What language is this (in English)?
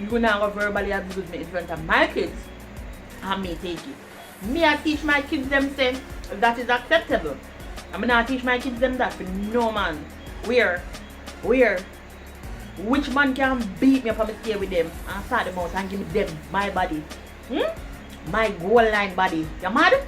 Jamaican Creole English